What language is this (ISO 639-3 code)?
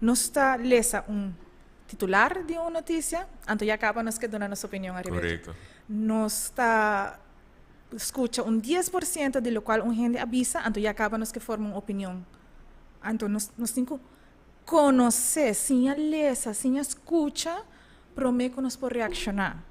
pap